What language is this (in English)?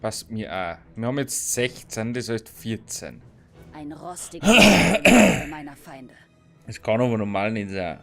Bavarian